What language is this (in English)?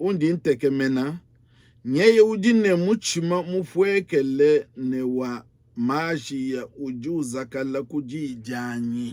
Luba-Lulua